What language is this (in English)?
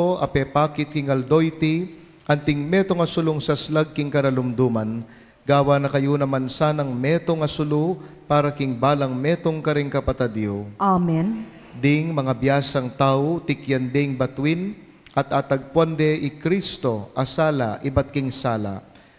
Pampanga